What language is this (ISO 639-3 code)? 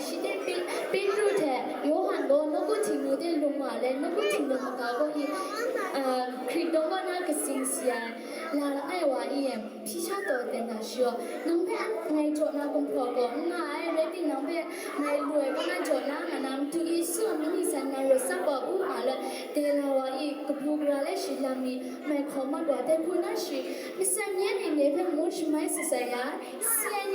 kac